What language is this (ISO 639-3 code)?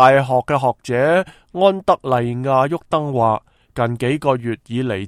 yue